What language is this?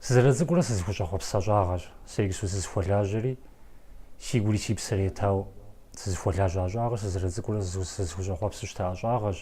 Kabardian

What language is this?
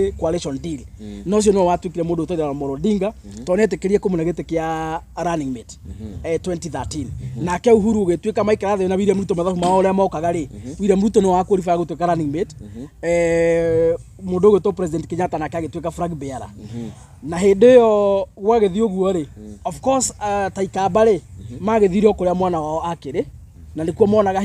Kikuyu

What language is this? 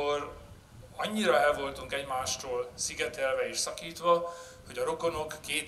Hungarian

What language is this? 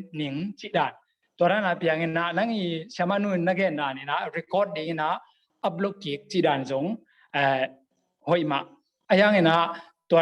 Tedim Chin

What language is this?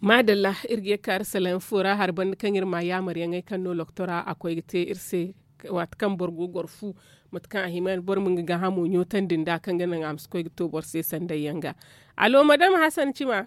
Zarma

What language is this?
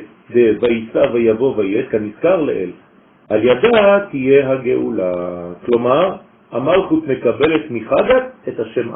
Hebrew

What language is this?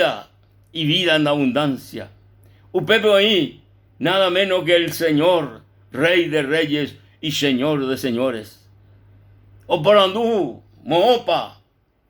Guarani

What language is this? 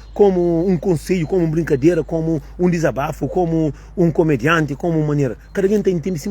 Kabuverdianu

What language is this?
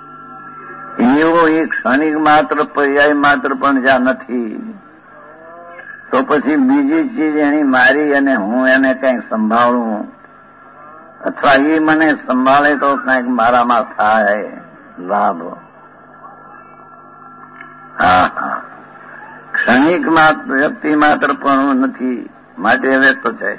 Gujarati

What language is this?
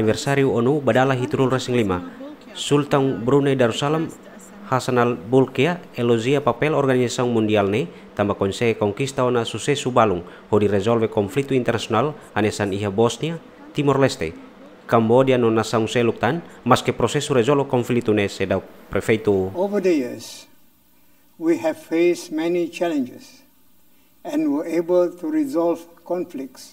Tetum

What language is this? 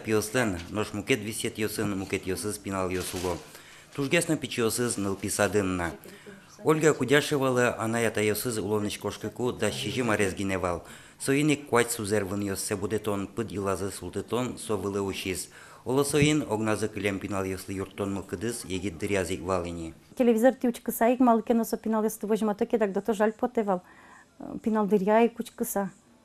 Udmurt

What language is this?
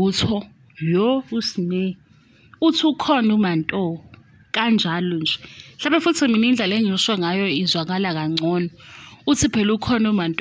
Zulu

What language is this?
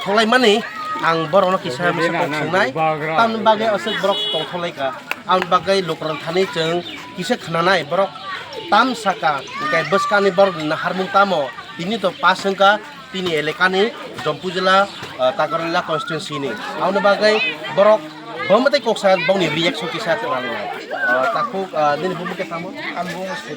Kok Borok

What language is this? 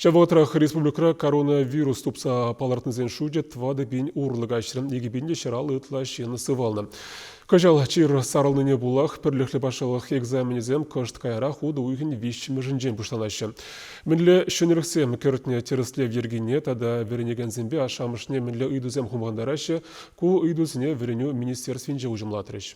Chuvash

